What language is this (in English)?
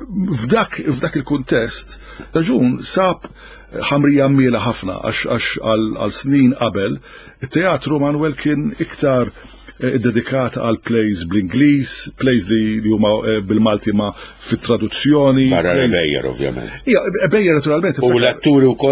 Maltese